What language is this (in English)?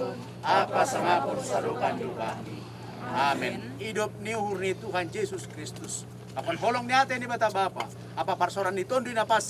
Batak Simalungun